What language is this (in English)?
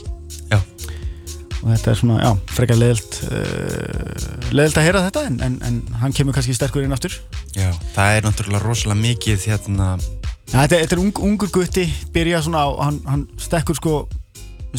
Icelandic